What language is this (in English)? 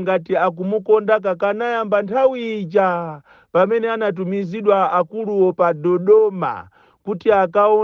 Nyanja